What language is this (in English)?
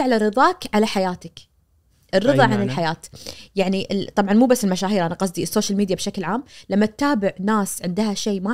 Najdi Arabic